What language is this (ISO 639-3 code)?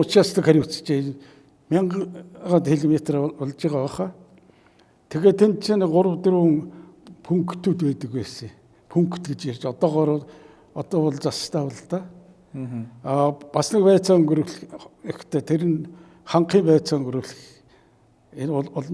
mon